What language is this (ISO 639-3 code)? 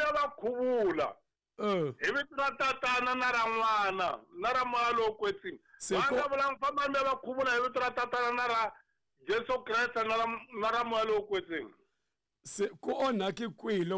tso